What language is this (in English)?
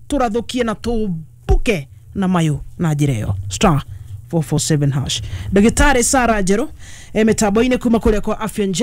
Kikuyu